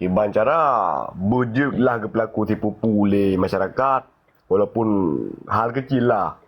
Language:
Achinese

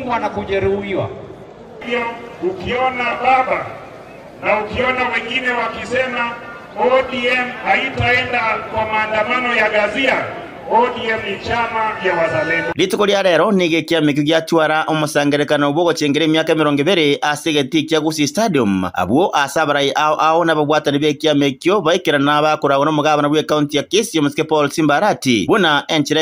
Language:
Gusii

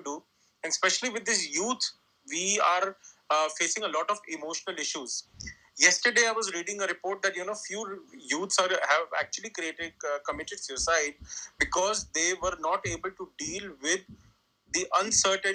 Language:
English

